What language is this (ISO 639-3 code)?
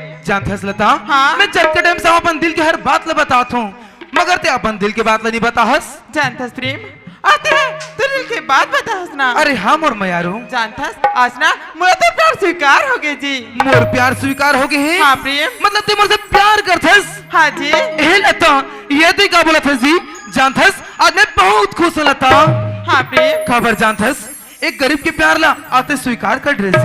hne